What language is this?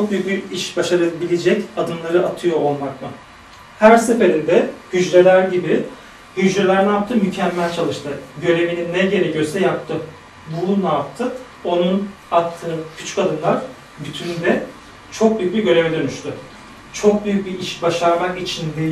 Turkish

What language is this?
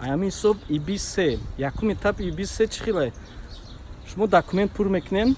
Tajik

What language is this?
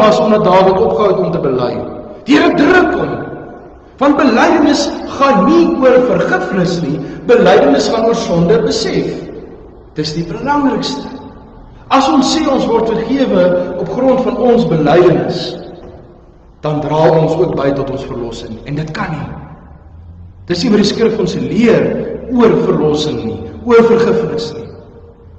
Afrikaans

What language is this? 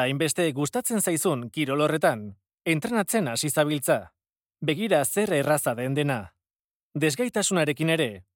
Basque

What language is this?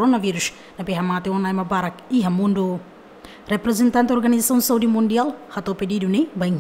Tetum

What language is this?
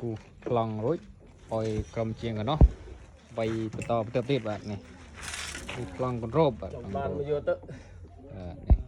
Khmer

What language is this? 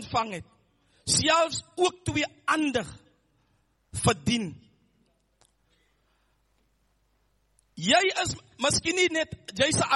Afrikaans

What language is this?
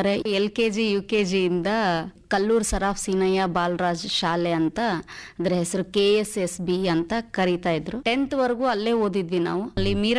Kannada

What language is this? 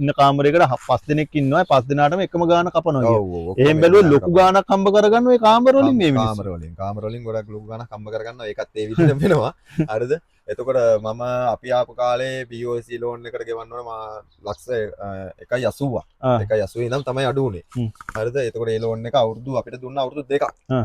Sinhala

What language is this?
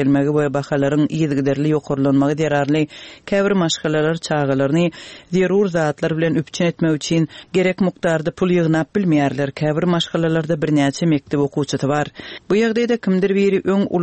Turkmen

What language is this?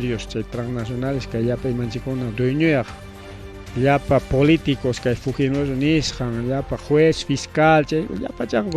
Ayacucho Quechua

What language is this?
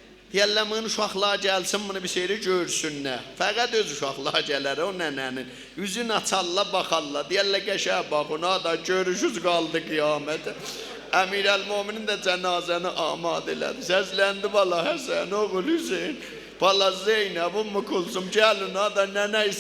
South Azerbaijani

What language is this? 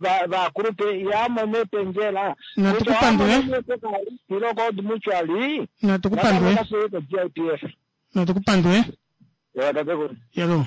Kuanyama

